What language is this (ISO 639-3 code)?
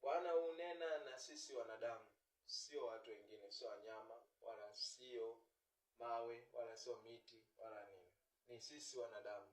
swa